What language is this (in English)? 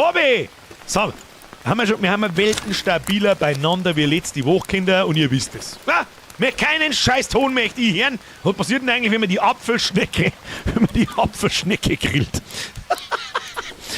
Bavarian